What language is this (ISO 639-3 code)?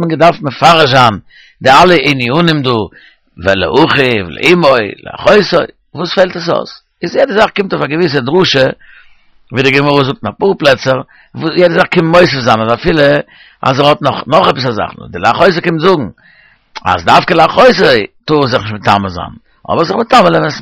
yid